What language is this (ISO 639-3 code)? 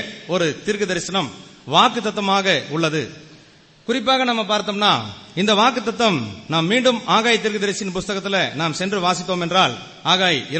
tam